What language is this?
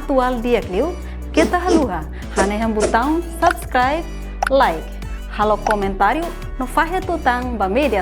Tetum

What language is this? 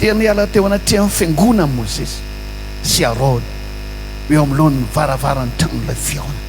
Malagasy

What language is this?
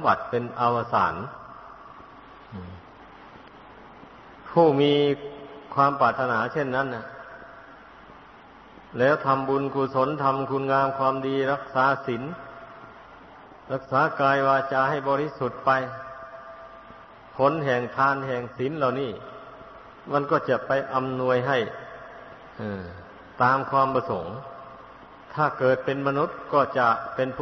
Thai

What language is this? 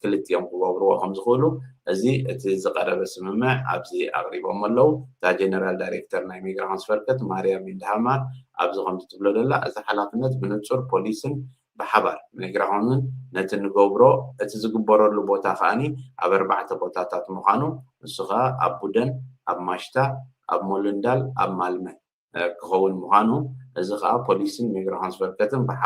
Tigrinya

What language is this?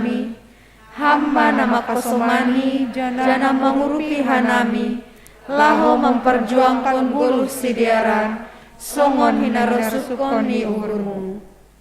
Batak Simalungun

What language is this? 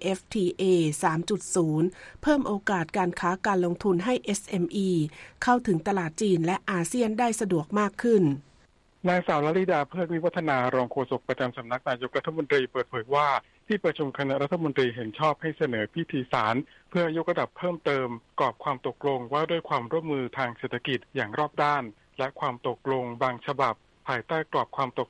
Thai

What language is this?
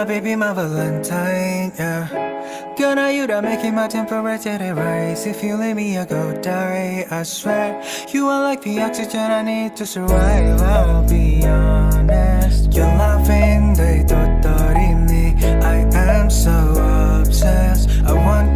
English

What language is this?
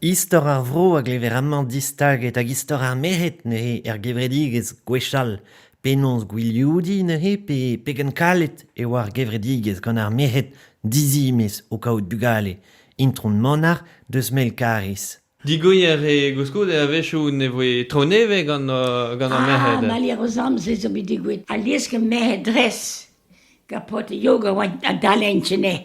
Breton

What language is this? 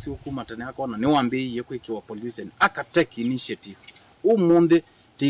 Kamba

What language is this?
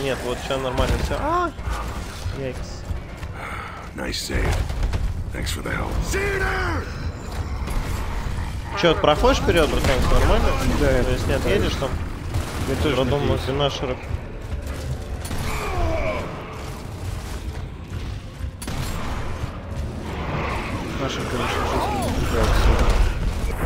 Russian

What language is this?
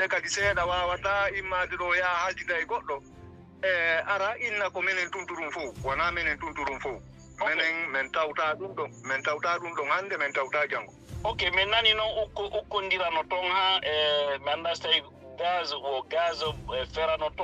Fula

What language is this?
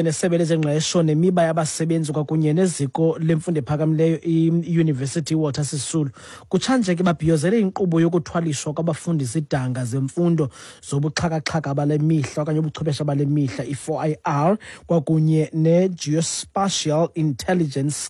Xhosa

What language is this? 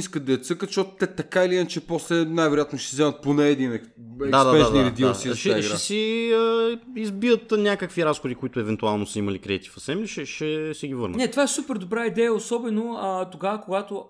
Bulgarian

